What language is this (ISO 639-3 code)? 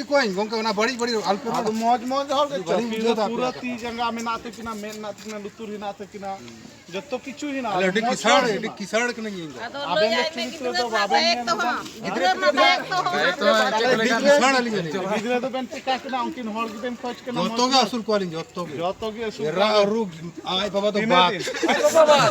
sat